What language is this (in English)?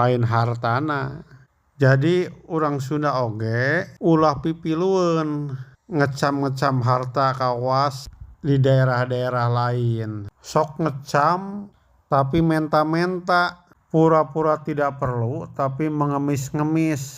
Sundanese